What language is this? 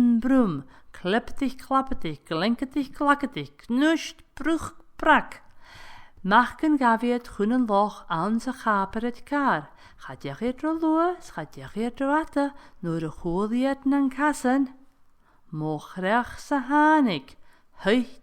Scottish Gaelic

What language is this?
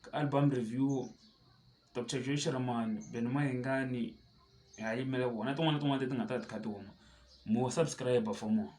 Tsonga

